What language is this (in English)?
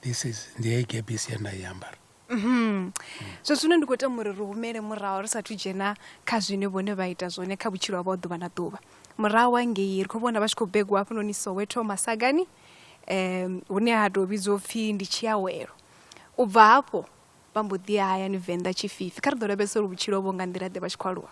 Venda